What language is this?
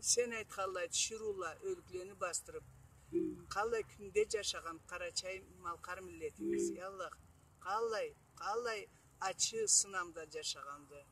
Karachay-Balkar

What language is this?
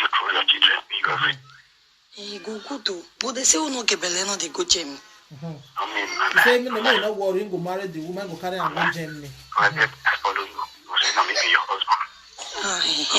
Nigerian Pidgin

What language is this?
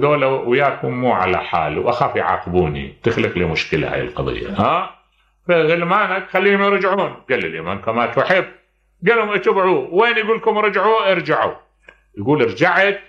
Mesopotamian Arabic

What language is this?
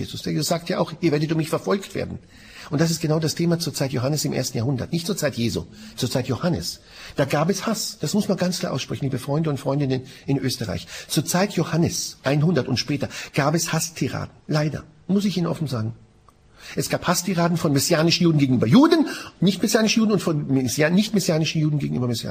German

